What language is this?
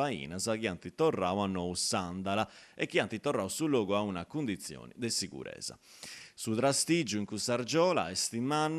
Sardinian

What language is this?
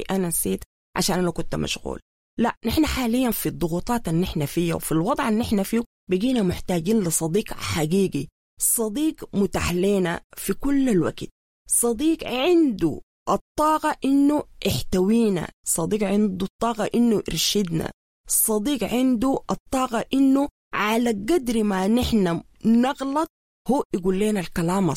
Sudanese Arabic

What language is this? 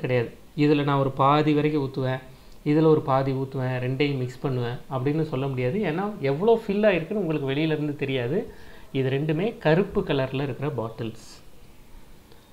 Tamil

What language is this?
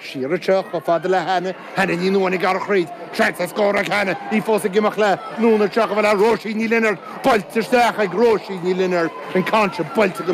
Irish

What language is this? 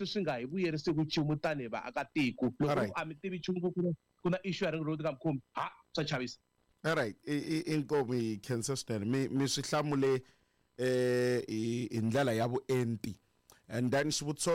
Tsonga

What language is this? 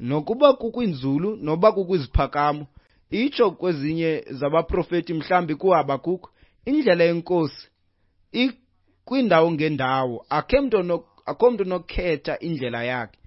Xhosa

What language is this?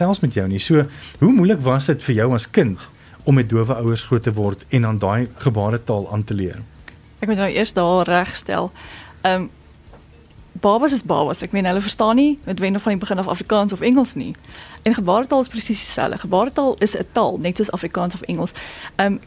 Afrikaans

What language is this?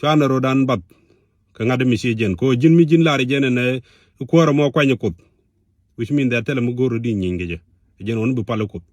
Nuer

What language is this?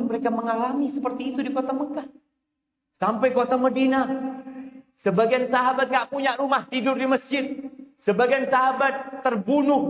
Indonesian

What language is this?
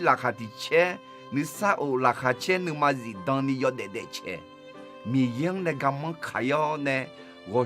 Akha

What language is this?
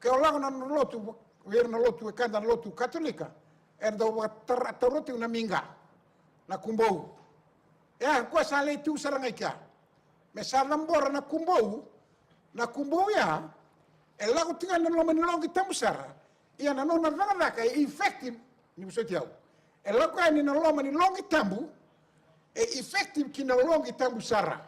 Fijian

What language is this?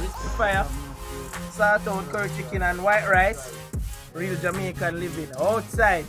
Jamaican Creole English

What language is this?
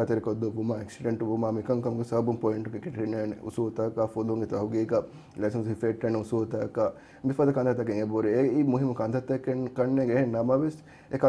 Divehi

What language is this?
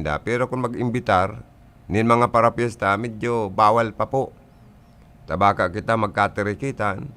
Bikol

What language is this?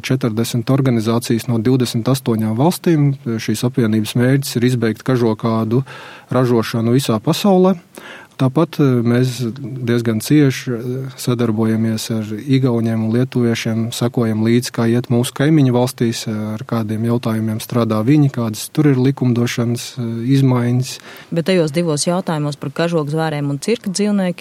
Latvian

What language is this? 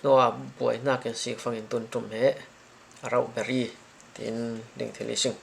Falam Chin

